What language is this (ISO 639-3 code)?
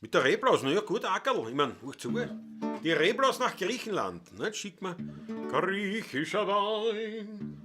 bar